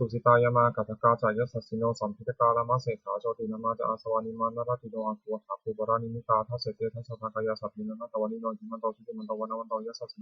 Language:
Pali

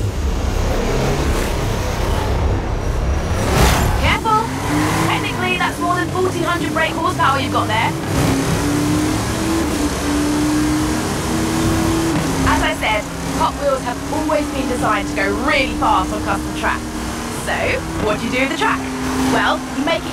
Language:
English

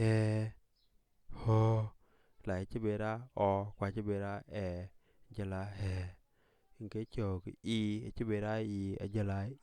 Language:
Dinka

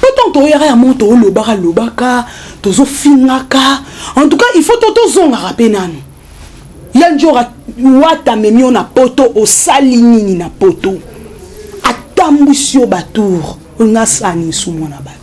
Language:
Lingala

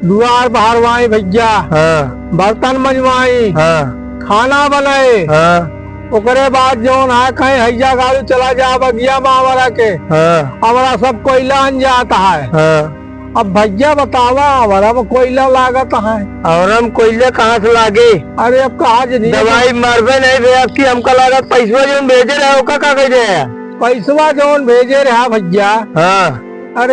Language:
Awadhi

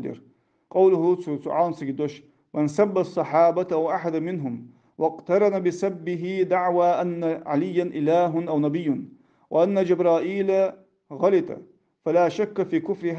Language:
Ingush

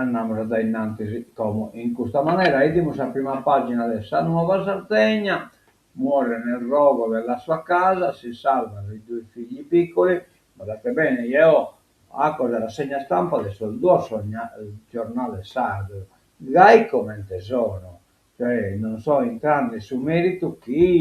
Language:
Sardinian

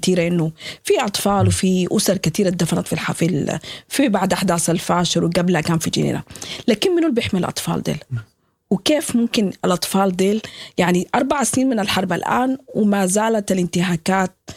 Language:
Sudanese Arabic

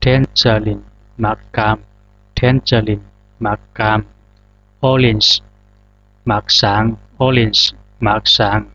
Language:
Zhuang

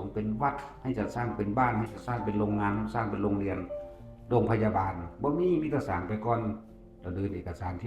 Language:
Northeastern Thai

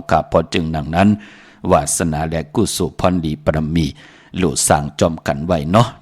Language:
Shan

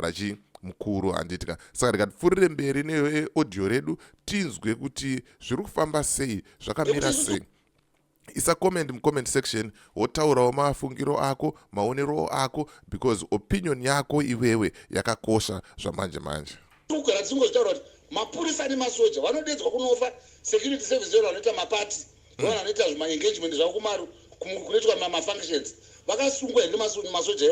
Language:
Shona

